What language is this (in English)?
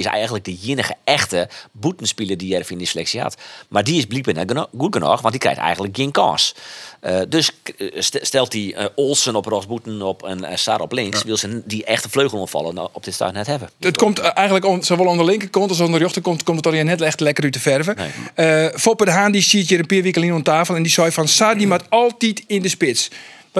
Western Frisian